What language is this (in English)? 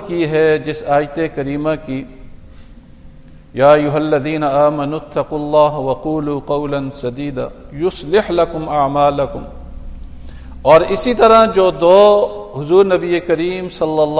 Urdu